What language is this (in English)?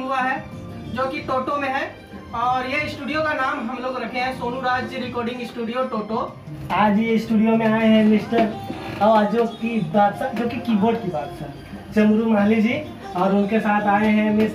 Sadri